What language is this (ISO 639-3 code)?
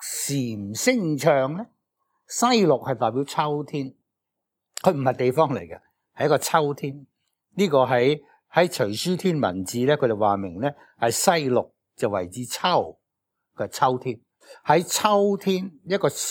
yue